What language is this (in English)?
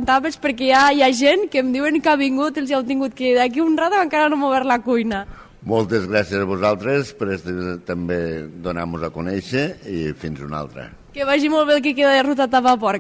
Catalan